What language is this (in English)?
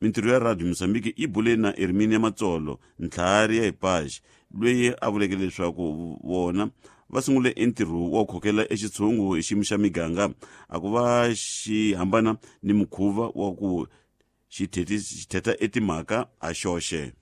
Tsonga